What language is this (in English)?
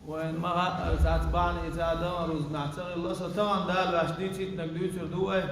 Chechen